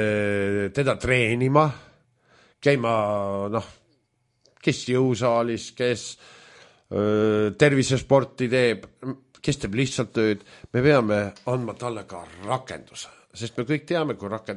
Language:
Estonian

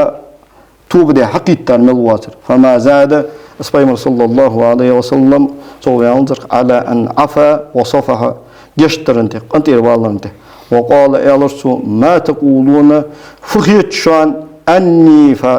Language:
Ingush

